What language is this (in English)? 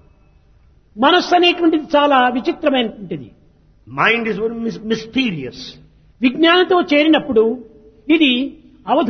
Telugu